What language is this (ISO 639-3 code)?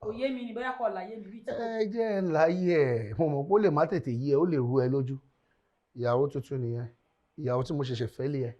yor